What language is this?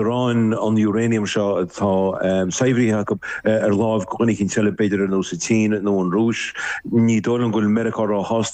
Irish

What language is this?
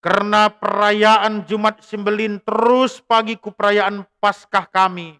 Batak Karo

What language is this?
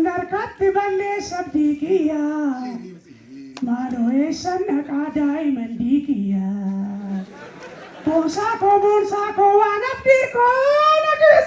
Oromo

